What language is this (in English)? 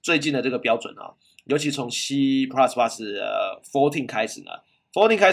Chinese